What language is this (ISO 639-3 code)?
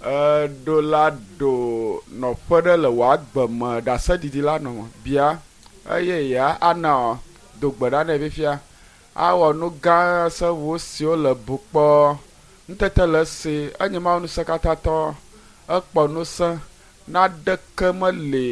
ewe